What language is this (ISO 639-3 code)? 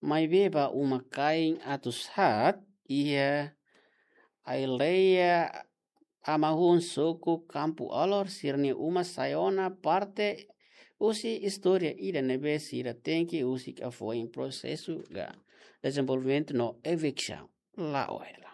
tet